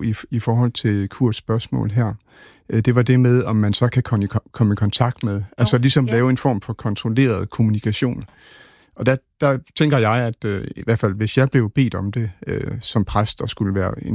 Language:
Danish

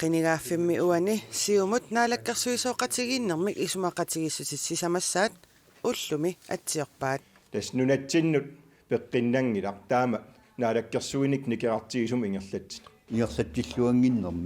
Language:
Kalaallisut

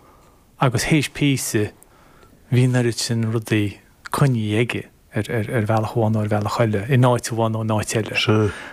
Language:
Irish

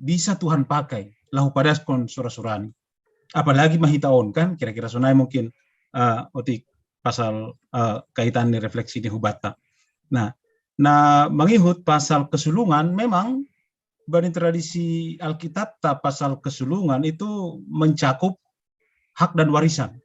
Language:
Batak Simalungun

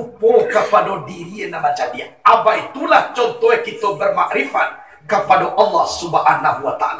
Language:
Minangkabau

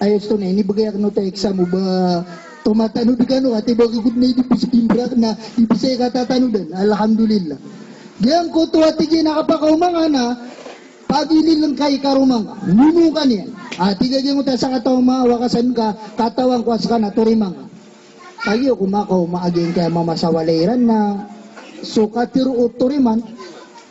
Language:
Maranao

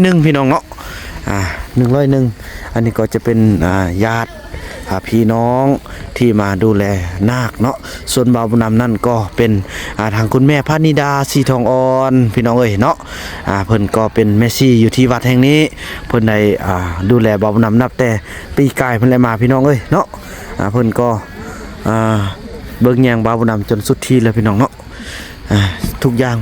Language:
Northeastern Thai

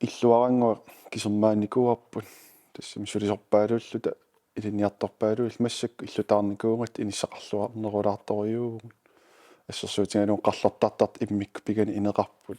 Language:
Kalaallisut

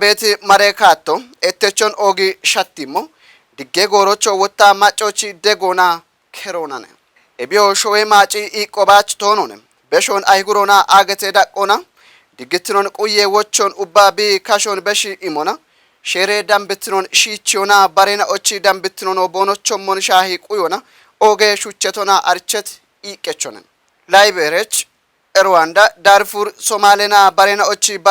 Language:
Kafa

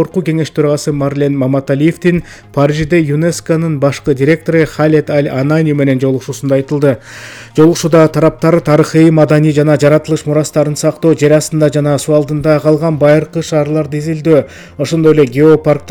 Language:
Kyrgyz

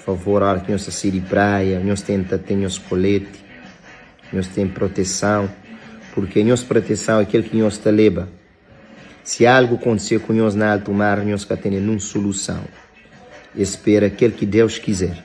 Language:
Kabuverdianu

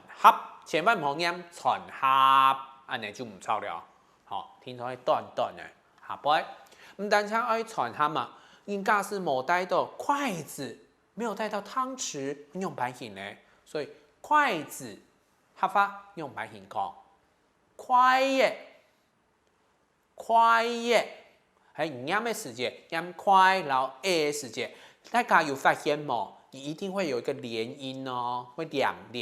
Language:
Hakka Chinese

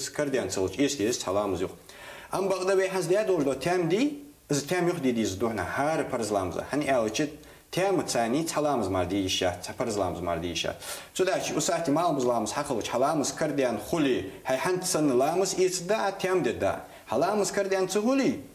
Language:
Ingush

